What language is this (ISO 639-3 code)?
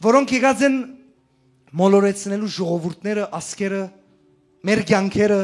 hyw